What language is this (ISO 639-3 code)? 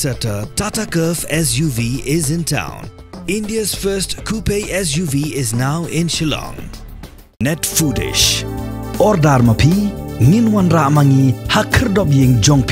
kha